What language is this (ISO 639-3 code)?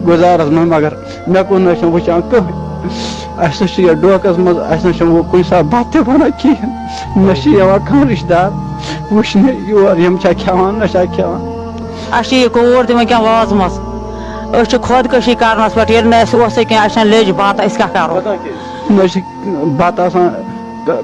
kas